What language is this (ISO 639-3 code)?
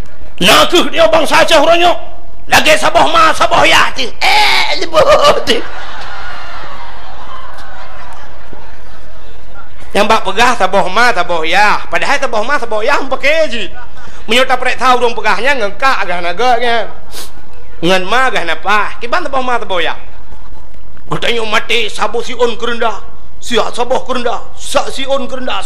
ace